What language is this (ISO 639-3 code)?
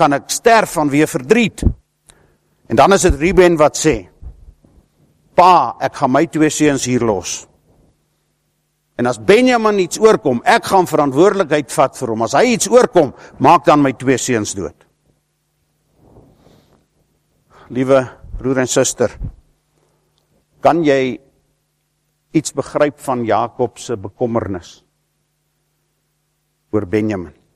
afr